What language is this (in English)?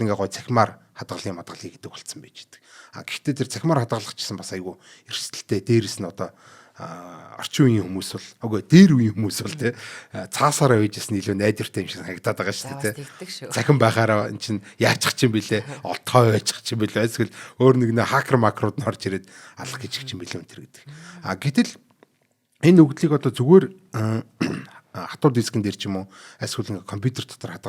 Mongolian